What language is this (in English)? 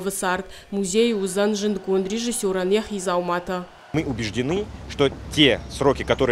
Ossetic